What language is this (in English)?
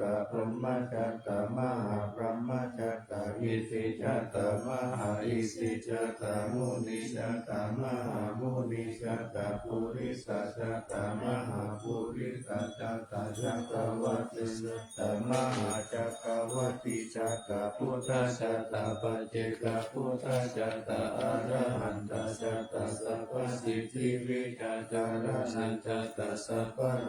Pali